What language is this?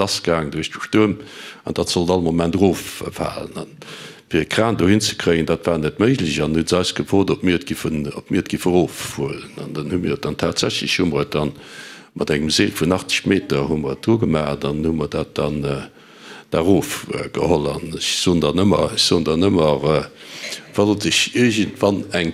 Luxembourgish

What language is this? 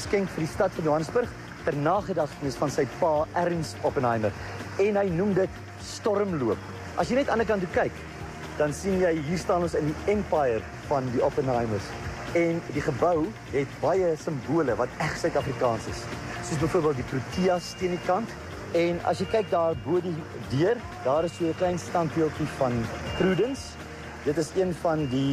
Afrikaans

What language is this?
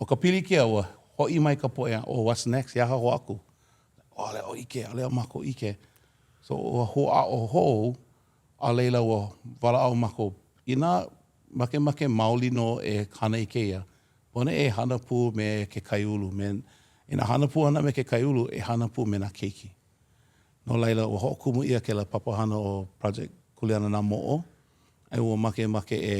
Hawaiian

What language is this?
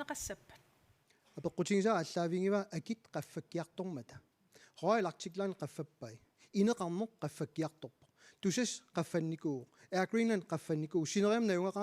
Kalaallisut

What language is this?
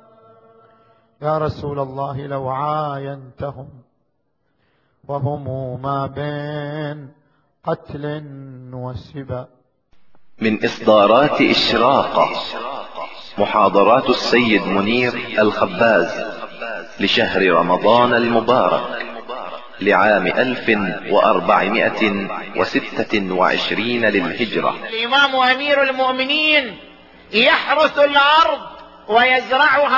Arabic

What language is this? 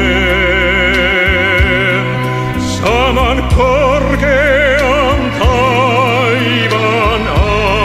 Finnish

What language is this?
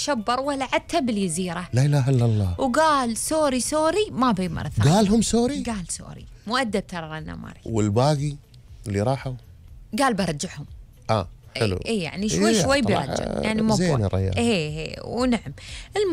Gulf Arabic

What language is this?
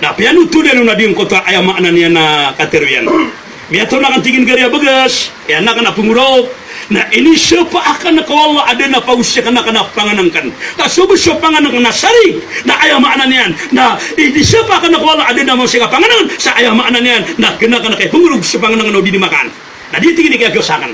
Maranao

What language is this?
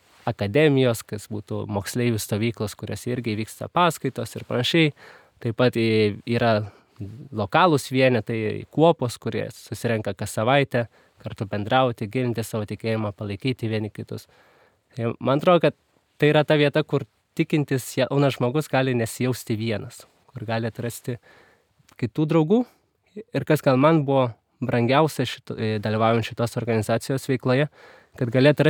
Lithuanian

